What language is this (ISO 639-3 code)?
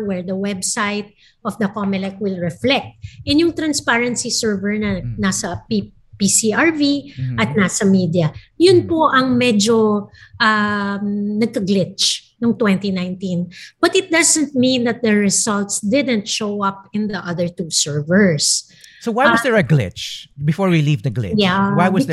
fil